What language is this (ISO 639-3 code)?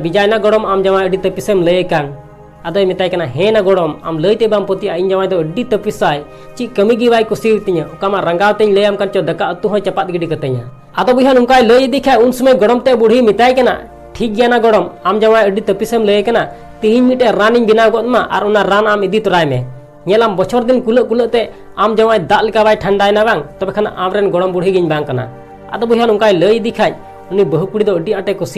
sat